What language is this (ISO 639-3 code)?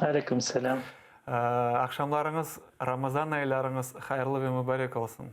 crh